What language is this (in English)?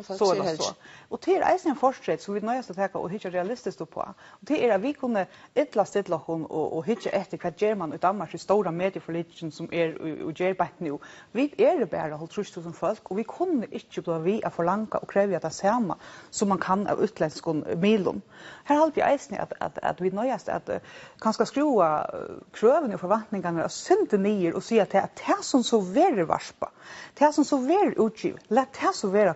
Faroese